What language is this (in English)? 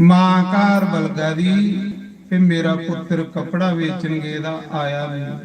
Dogri